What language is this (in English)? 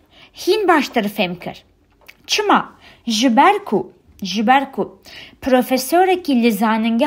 Kurdish